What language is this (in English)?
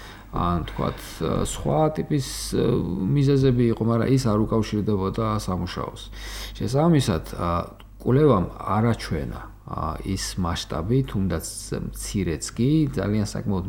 Georgian